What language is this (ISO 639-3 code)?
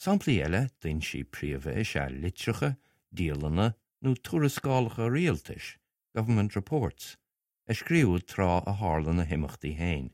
gle